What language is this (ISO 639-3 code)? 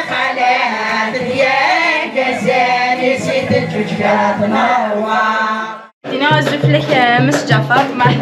kab